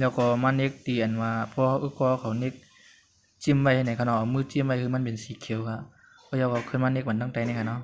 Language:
Shan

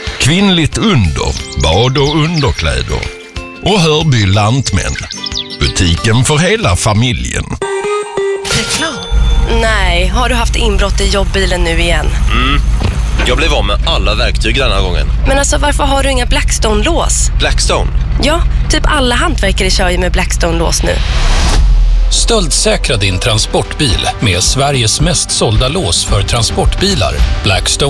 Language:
Swedish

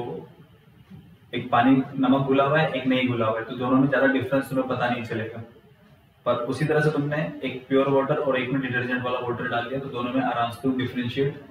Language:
Hindi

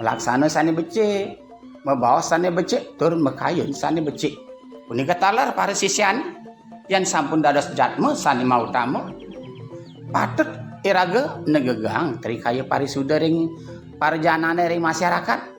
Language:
Balinese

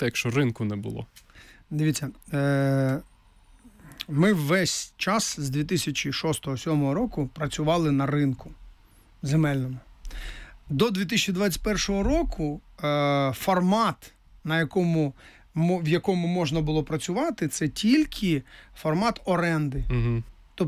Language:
Ukrainian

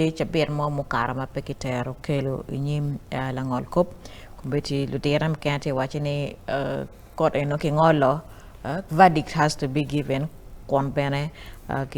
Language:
Acoli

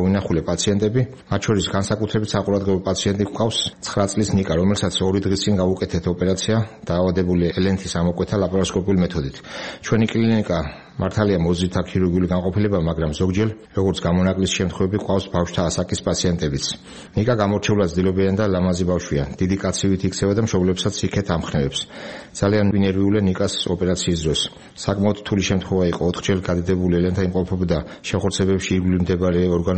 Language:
Georgian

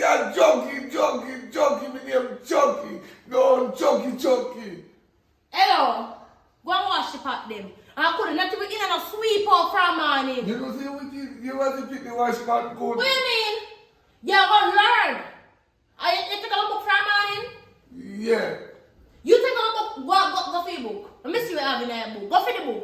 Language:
Jamaican Creole English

